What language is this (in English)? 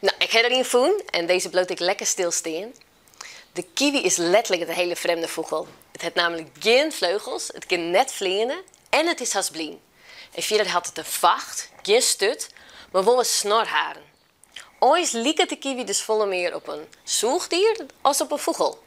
Western Frisian